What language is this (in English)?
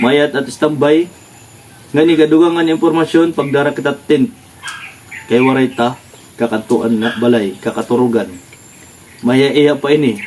Waray